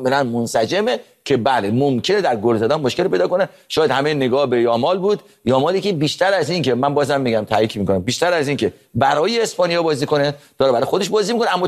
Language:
Persian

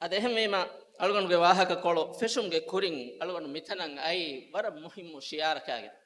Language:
Divehi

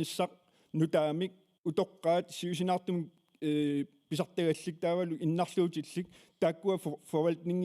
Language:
Kalaallisut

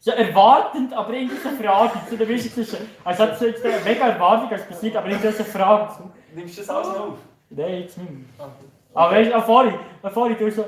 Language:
Swiss German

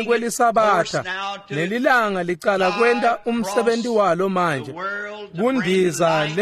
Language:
Swati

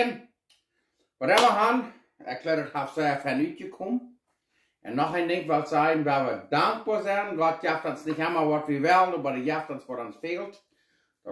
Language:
Plautdietsch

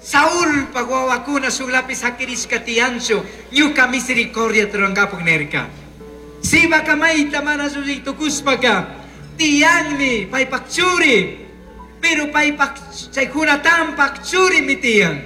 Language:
Chimborazo Highland Quichua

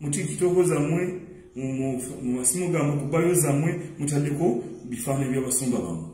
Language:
Ganda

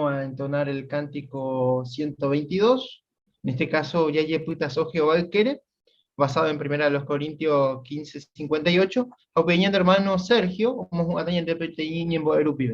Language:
Guarani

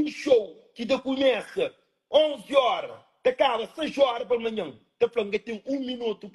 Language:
Kabuverdianu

